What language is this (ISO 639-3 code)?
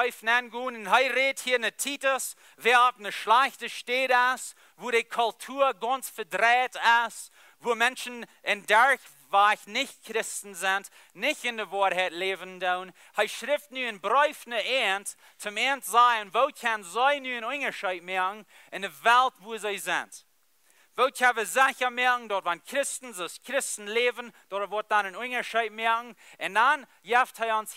pdt